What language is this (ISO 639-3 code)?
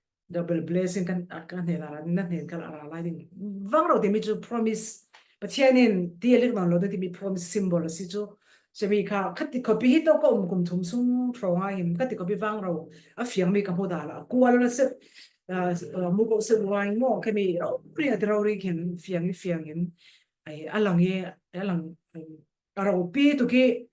cfm